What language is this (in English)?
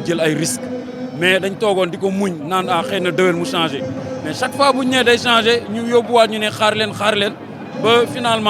Wolof